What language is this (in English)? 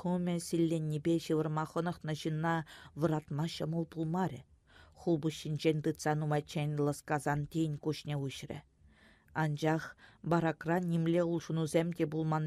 Chuvash